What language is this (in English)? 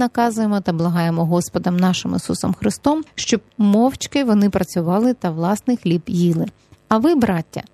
Ukrainian